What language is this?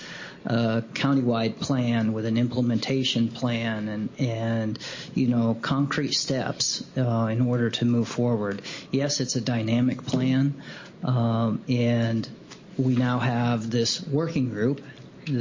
English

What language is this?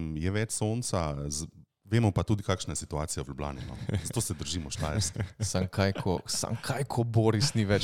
Slovenian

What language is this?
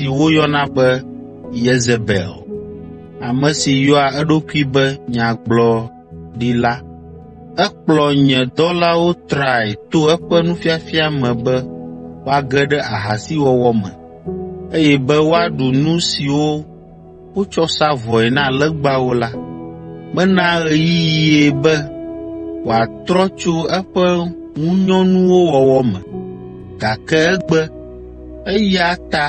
Ewe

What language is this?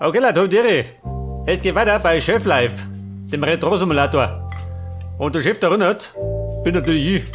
Bavarian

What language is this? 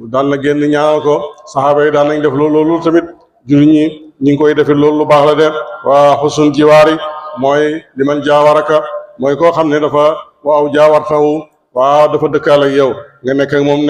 Wolof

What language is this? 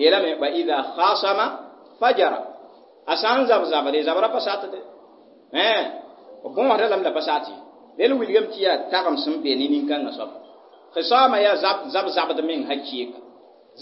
Mossi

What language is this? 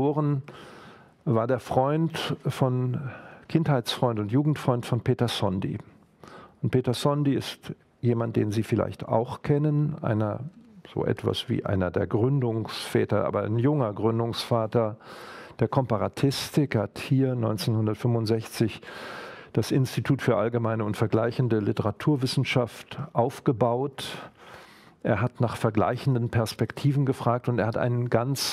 German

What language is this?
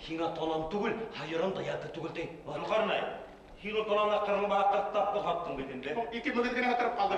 Bashkir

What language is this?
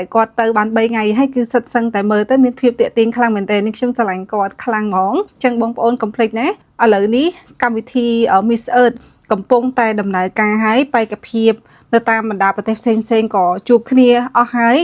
Khmer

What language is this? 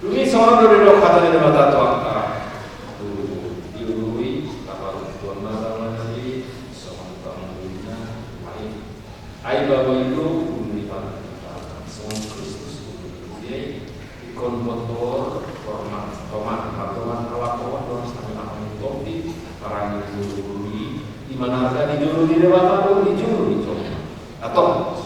Batak Toba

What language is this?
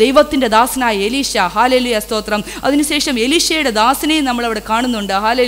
Malayalam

